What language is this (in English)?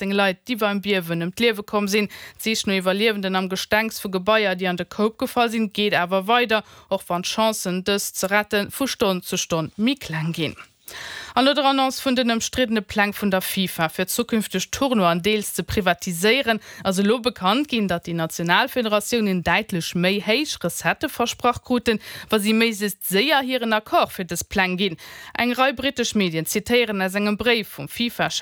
Luxembourgish